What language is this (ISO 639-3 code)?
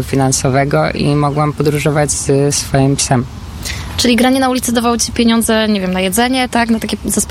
pol